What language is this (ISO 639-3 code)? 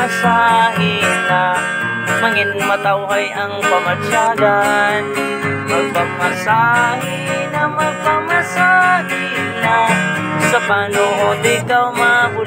hil